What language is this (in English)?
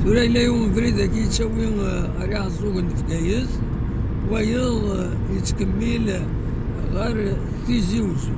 Kabyle